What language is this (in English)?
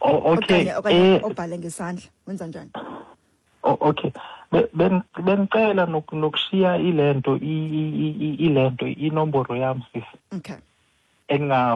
Xhosa